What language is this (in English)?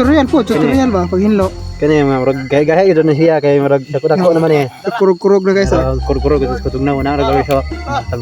Cebuano